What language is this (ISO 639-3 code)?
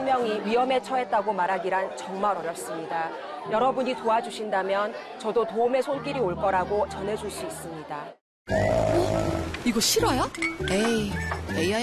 kor